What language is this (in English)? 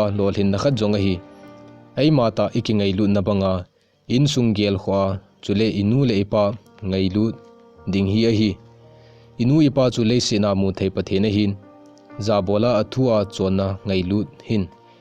Thado Chin